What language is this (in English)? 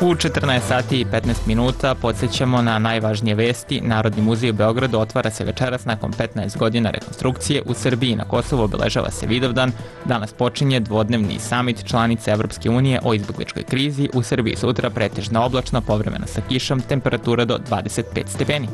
Serbian